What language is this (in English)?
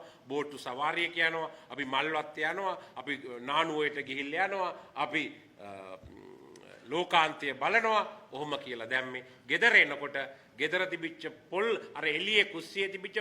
Sinhala